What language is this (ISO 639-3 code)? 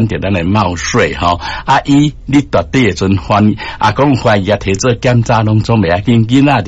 nan